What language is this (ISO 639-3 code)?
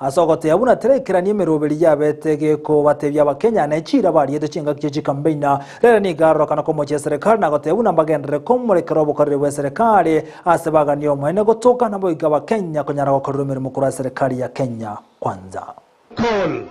guz